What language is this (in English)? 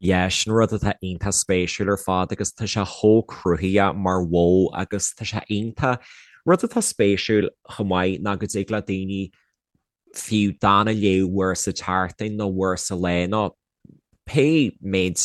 Irish